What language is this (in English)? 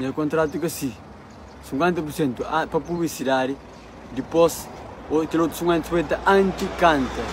Kabuverdianu